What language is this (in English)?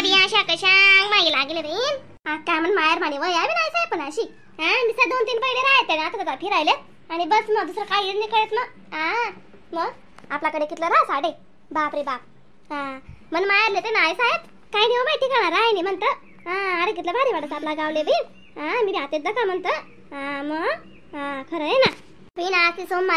Khandesi